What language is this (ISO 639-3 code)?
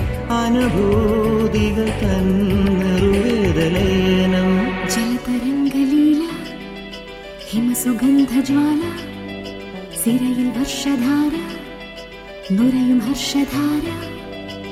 mal